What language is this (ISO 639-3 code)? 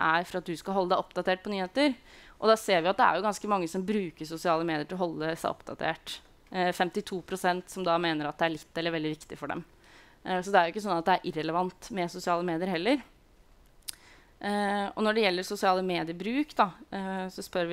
nor